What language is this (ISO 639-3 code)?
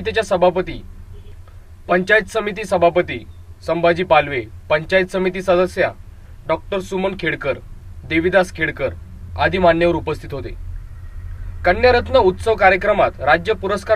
mar